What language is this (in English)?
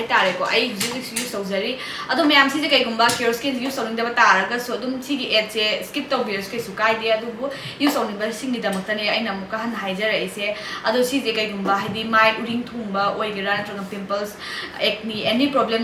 Manipuri